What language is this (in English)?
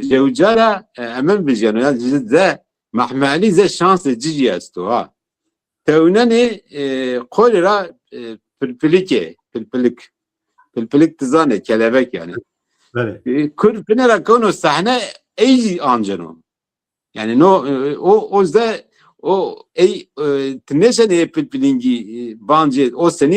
Zaza